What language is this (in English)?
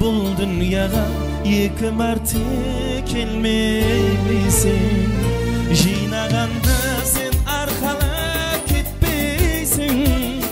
Kara-Kalpak